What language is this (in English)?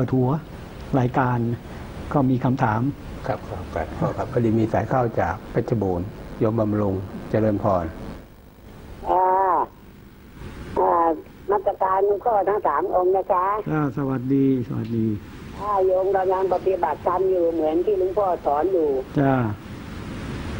Thai